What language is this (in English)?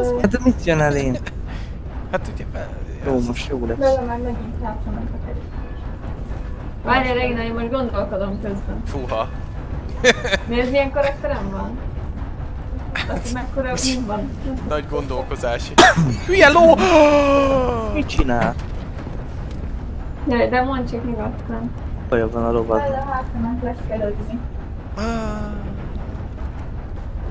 Hungarian